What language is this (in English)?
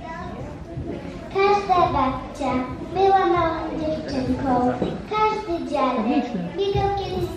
Polish